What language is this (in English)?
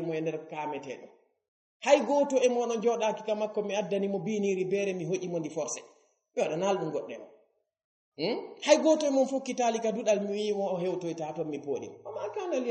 Fula